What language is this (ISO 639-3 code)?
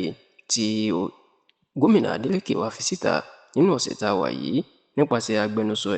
yor